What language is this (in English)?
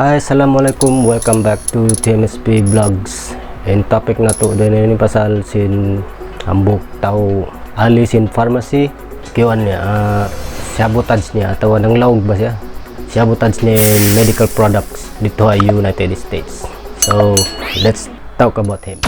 Tausug